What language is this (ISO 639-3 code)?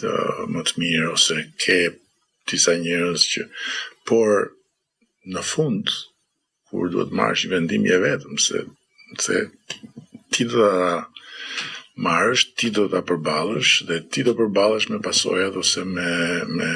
sqi